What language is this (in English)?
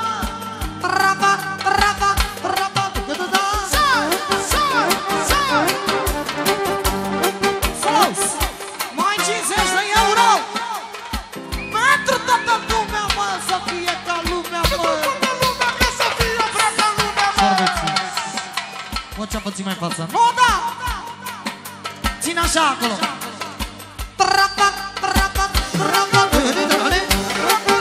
Romanian